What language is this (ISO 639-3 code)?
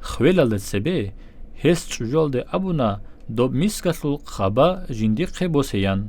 ava